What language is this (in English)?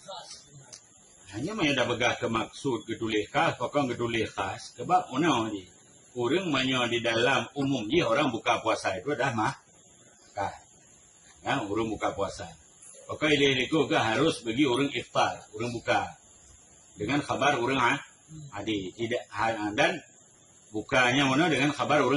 Achinese